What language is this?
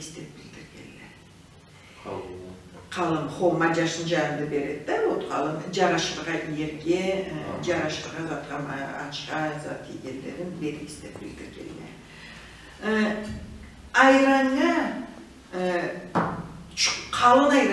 Karachay-Balkar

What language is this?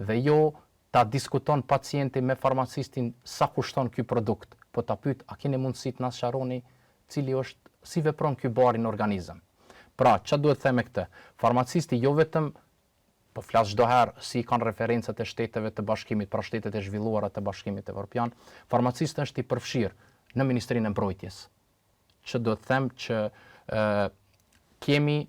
Albanian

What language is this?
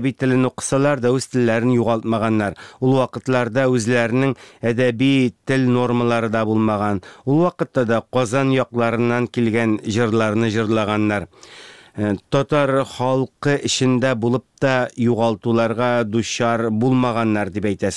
Tatar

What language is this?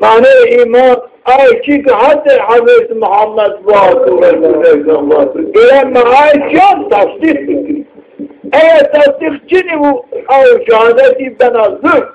Zaza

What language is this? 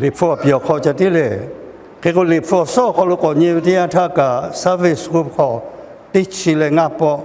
Lahu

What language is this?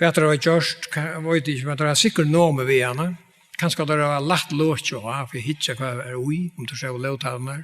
Faroese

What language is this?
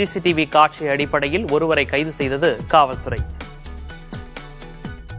Tamil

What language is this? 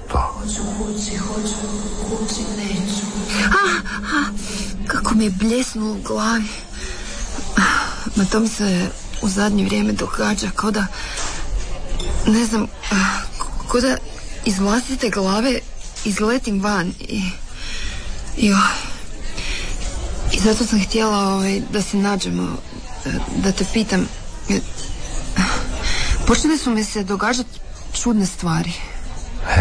Croatian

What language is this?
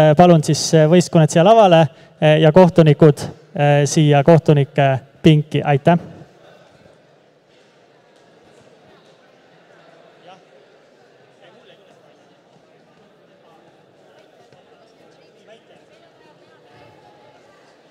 Estonian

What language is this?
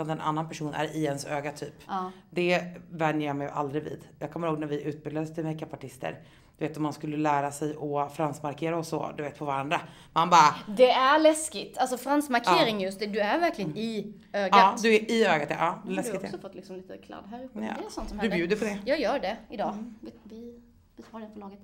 Swedish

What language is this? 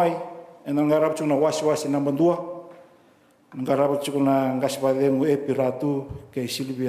Fijian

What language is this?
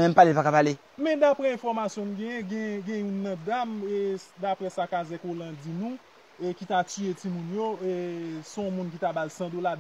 Haitian Creole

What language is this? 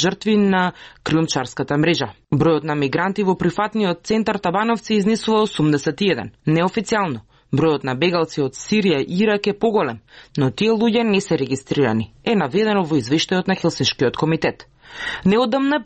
Macedonian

